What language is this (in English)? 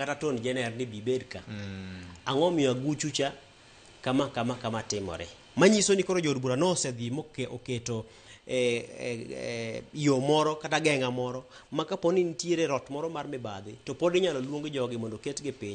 Luo (Kenya and Tanzania)